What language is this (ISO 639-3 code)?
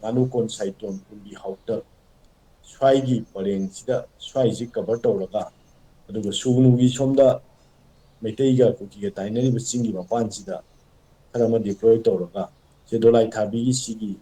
mni